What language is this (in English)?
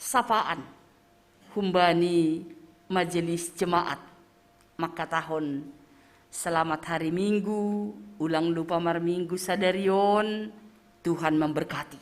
Batak Simalungun